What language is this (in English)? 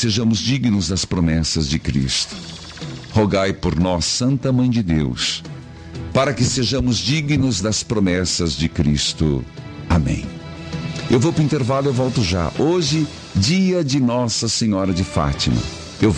Portuguese